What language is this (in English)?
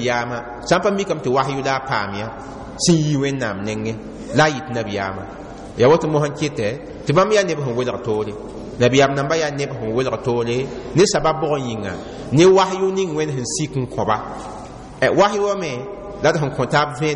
Mossi